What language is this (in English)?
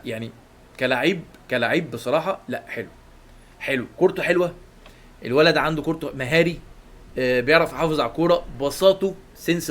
Egyptian Arabic